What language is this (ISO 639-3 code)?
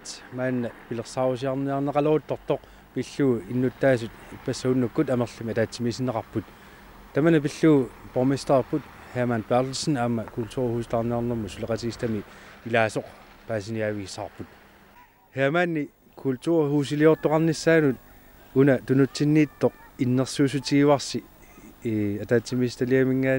kal